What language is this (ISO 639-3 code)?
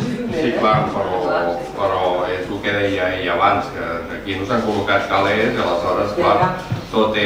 cat